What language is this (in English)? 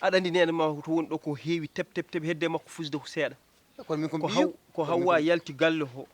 Fula